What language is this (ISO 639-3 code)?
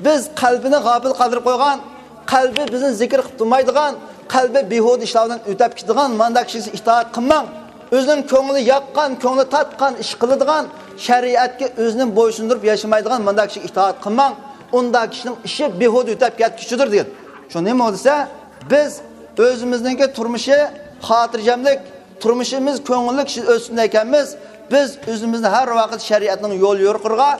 uig